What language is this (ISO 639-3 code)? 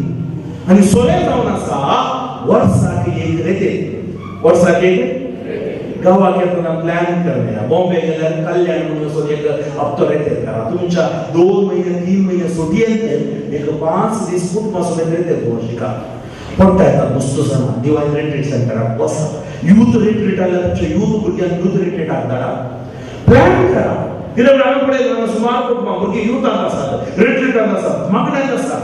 kok